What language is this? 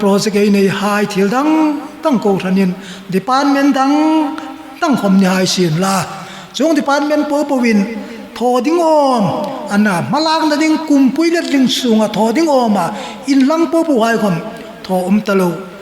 Hmar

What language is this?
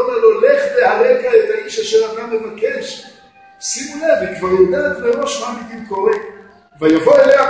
Hebrew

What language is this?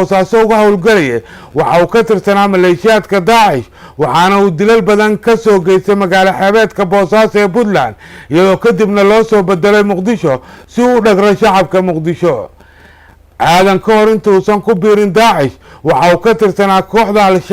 Somali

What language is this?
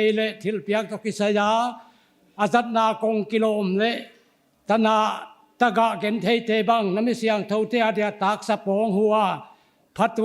Paite Chin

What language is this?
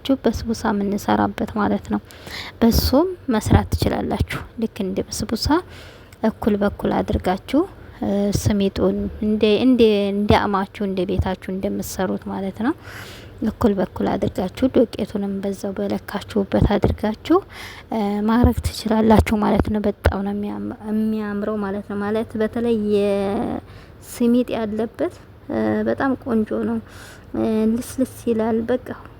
Amharic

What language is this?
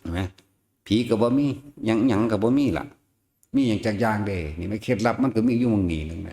Lao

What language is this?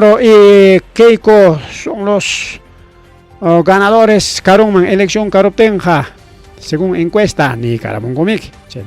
Ayacucho Quechua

